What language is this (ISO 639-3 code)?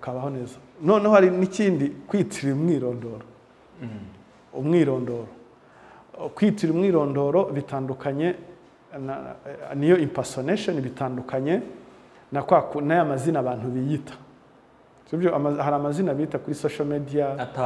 kin